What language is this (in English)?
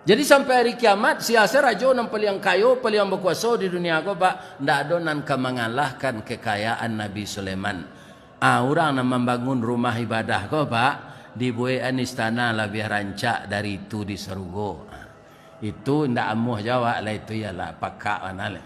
Minangkabau